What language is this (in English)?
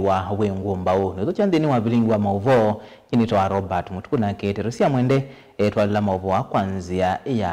Kamba